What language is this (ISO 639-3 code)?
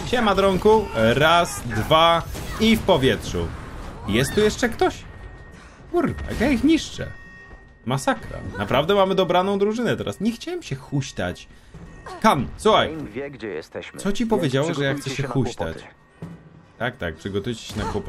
pol